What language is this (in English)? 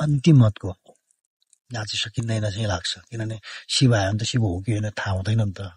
Nepali